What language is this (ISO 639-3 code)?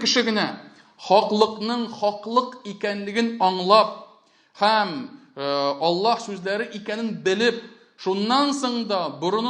tat